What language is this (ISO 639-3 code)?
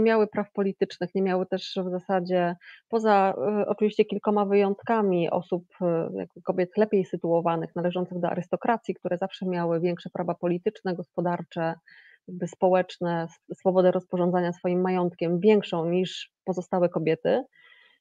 pol